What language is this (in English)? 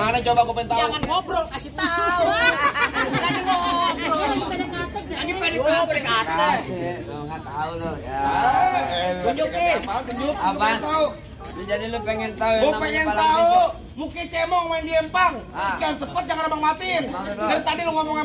Betawi